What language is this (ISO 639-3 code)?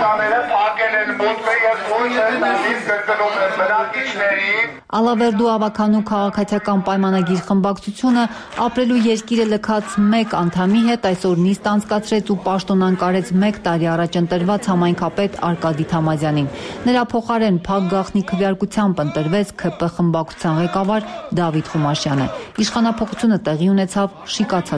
hye